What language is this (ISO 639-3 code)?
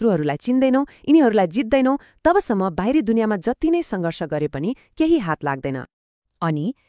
nep